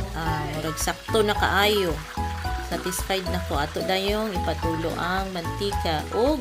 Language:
Cebuano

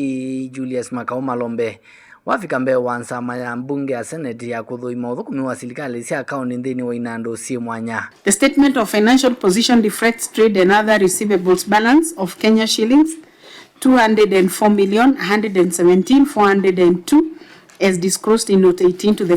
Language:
Kamba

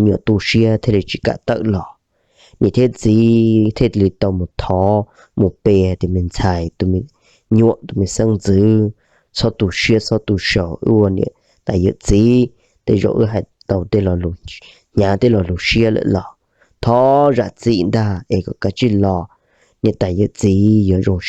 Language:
Hmong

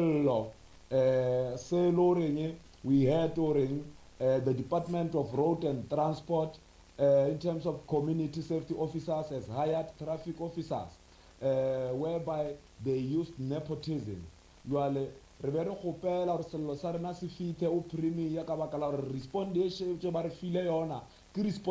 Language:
Northern Sotho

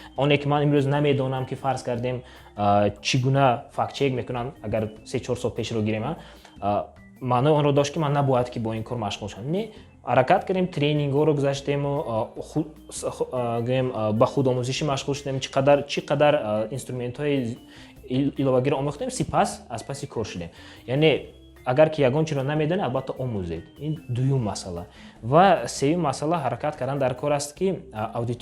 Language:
Tajik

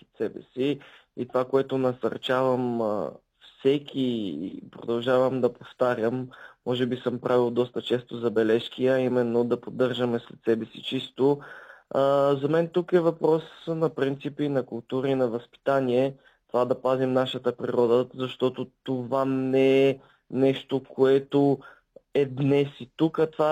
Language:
Bulgarian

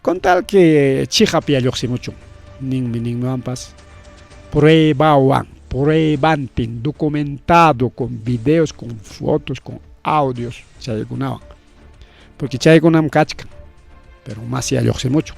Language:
Ayacucho Quechua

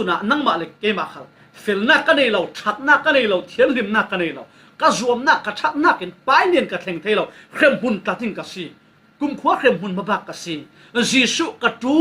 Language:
Falam Chin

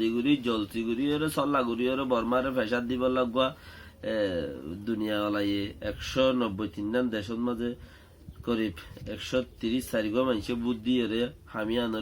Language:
Rohingya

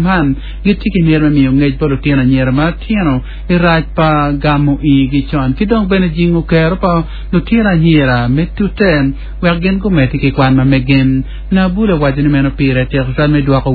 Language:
Acoli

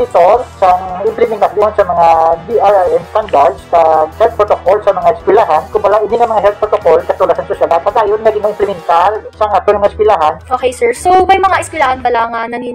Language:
Hiligaynon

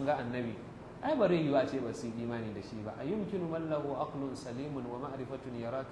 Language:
Hausa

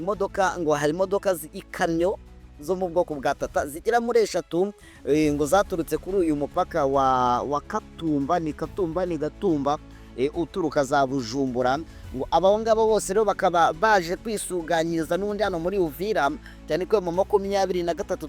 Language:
Kinyarwanda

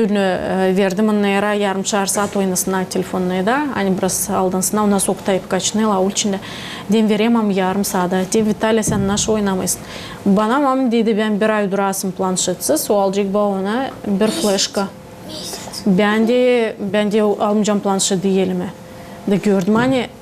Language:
Gagauz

